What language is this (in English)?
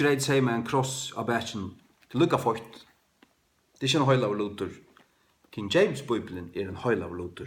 Faroese